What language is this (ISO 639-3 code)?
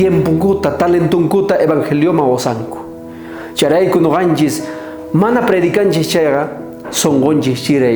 quh